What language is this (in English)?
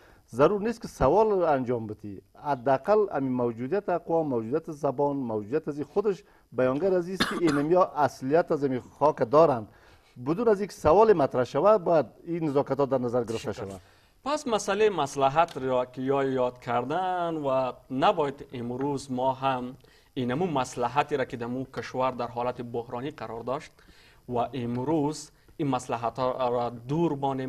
Persian